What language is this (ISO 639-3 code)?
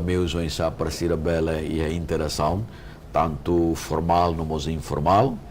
tet